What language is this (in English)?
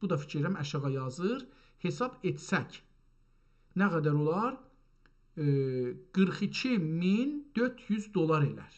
South Azerbaijani